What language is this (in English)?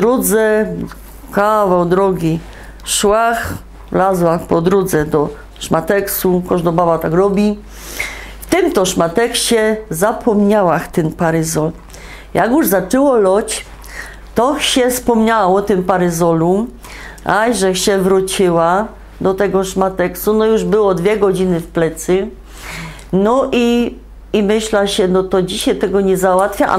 Silesian